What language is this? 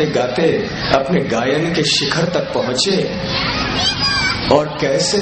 Hindi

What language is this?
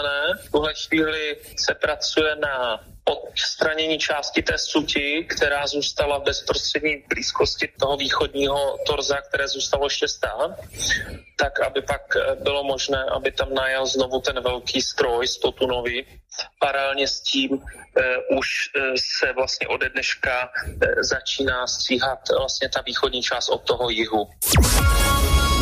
Czech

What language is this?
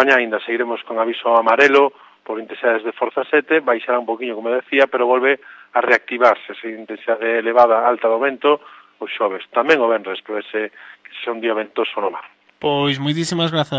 Galician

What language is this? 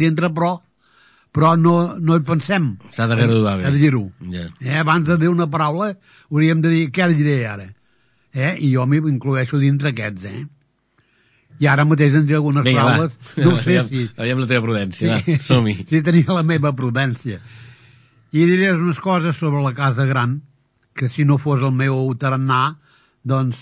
Catalan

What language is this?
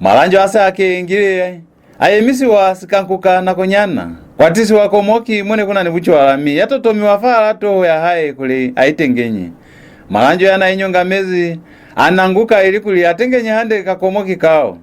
Lozi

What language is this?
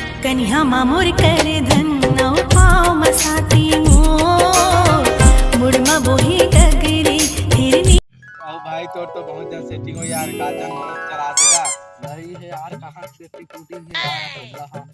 Chhattisgarhi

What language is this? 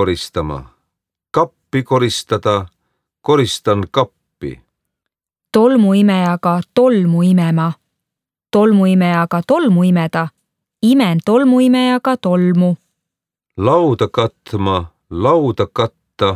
Estonian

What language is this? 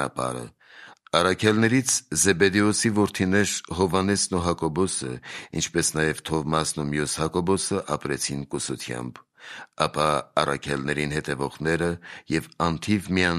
Armenian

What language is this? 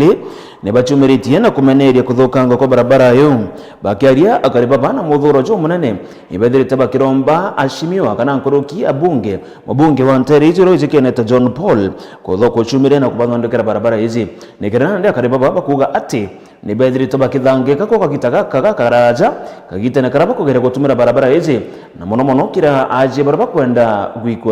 Meru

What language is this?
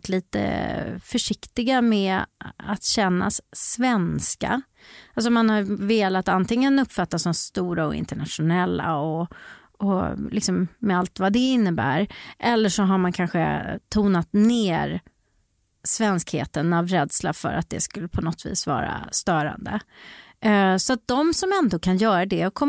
Swedish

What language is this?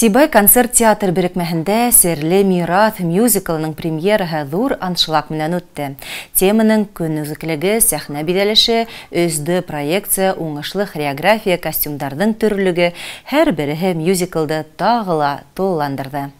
Bashkir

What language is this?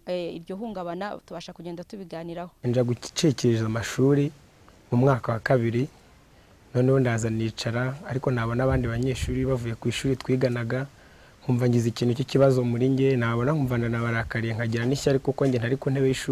Kinyarwanda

